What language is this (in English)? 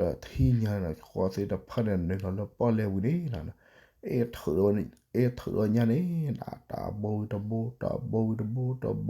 S'gaw Karen